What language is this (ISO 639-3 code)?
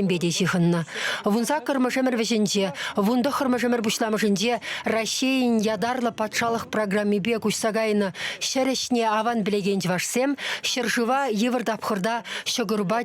chv